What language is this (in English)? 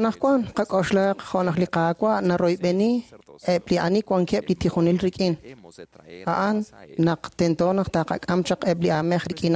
Kekchí